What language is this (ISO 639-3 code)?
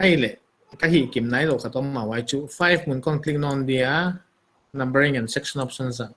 pck